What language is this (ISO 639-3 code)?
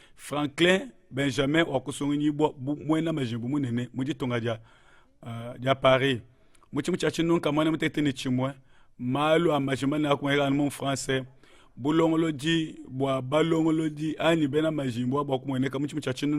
lua